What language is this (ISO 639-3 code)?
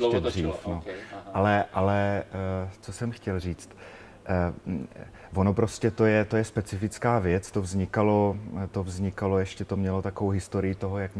ces